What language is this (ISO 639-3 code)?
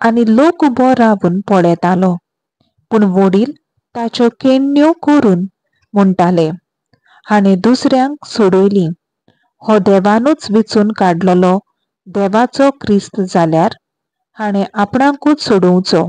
kok